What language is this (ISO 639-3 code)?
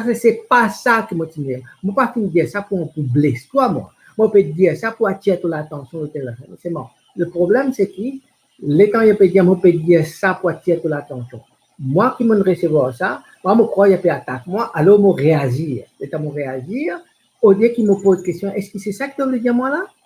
mfe